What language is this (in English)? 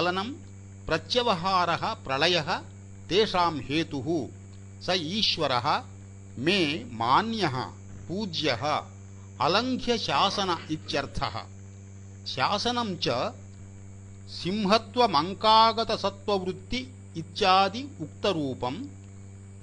Sanskrit